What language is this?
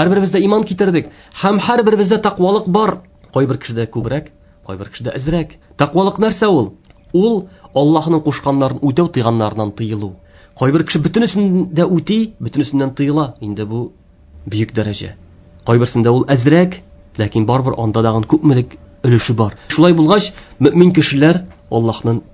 Tatar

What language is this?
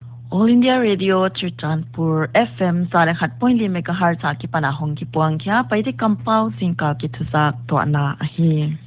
Paite Chin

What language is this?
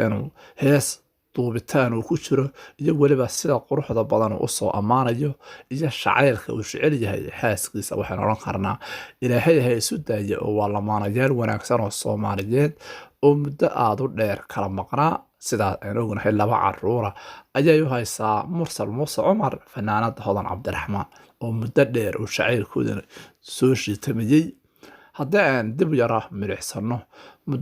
Somali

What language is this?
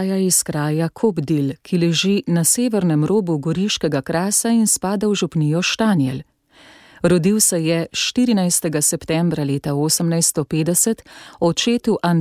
Slovenian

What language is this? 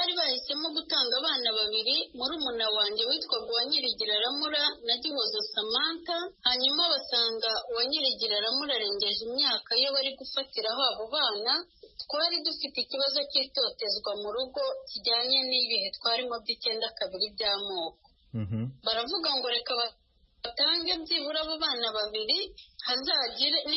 Kinyarwanda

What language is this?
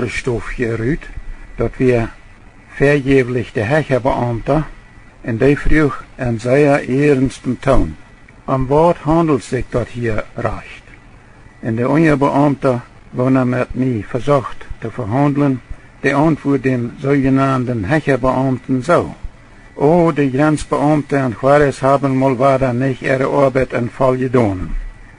Plautdietsch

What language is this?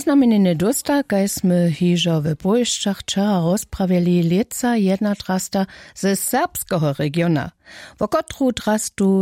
Upper Sorbian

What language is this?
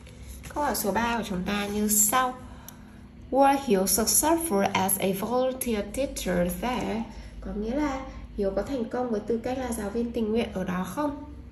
Vietnamese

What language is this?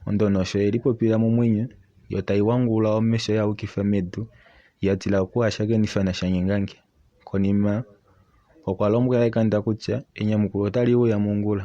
Kuanyama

